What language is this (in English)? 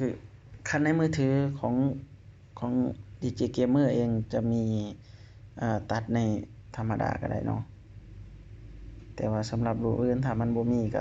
Lao